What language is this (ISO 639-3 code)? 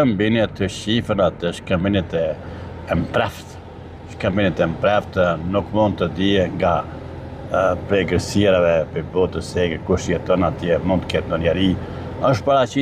sqi